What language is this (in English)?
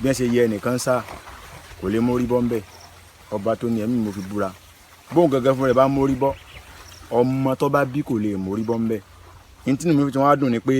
Yoruba